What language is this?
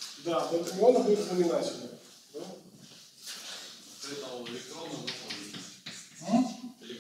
Russian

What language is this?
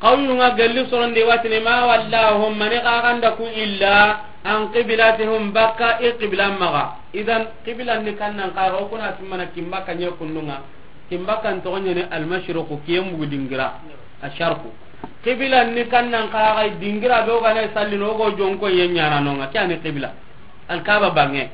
Soninke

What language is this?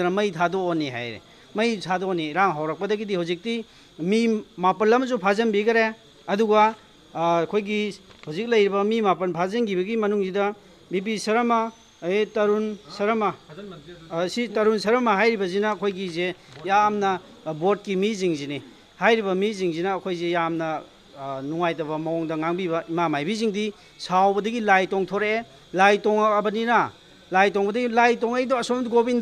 Manipuri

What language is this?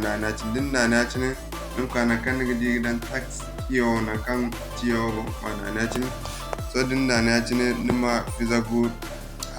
Zarma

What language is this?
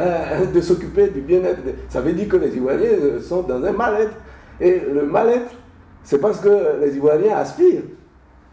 French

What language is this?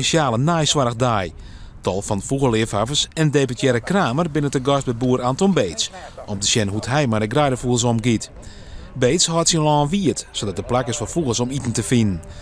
Western Frisian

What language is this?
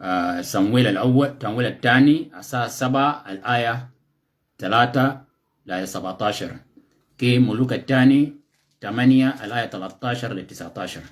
Shilluk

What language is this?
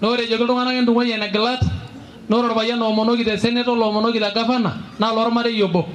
Masai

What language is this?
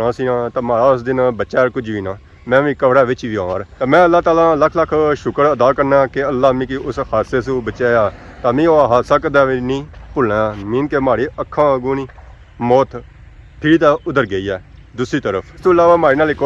Pahari-Potwari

